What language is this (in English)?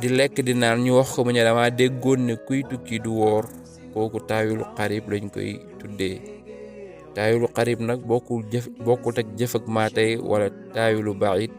Wolof